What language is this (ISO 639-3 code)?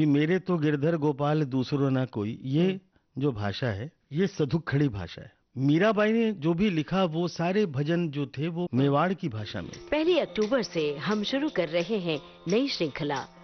hin